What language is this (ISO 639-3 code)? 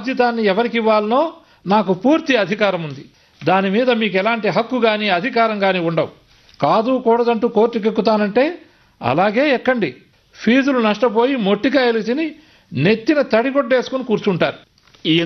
tel